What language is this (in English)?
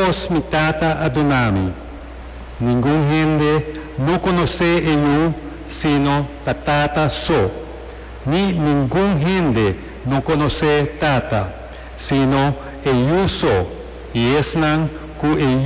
Papiamento